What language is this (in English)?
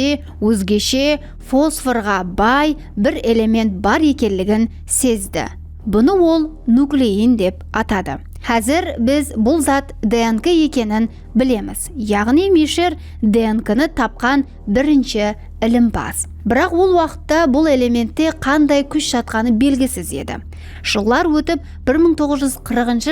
Kara-Kalpak